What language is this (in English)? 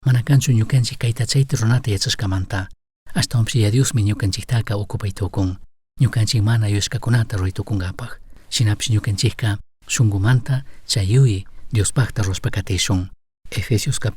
Chimborazo Highland Quichua